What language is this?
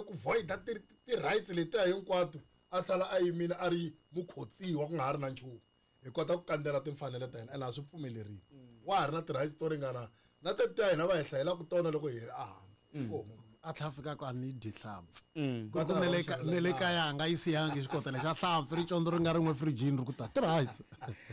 Tsonga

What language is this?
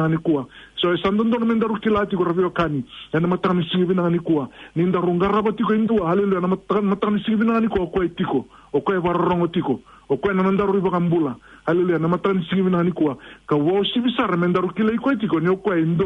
Fijian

